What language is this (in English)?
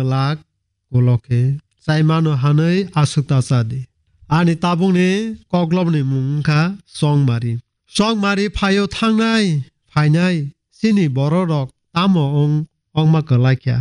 Kok Borok